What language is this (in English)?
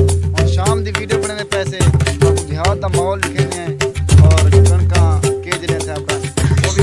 Saraiki